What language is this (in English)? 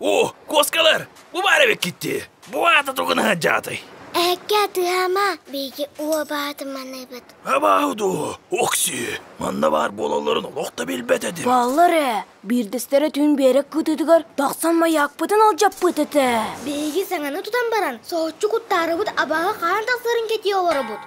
Yakut